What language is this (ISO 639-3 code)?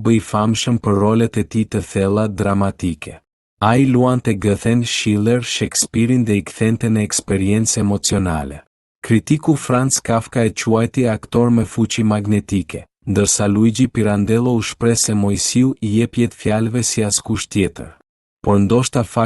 sqi